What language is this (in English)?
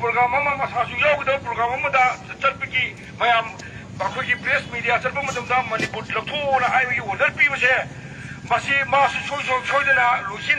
Manipuri